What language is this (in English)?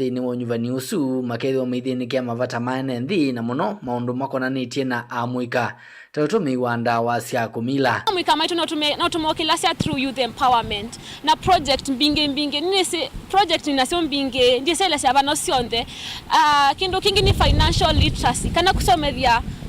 Kamba